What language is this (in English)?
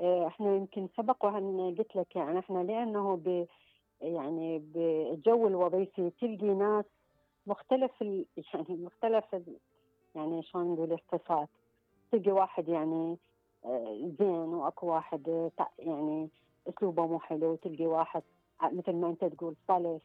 Mesopotamian Arabic